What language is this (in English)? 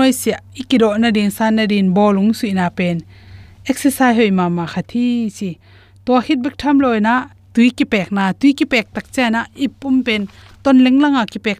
Tedim Chin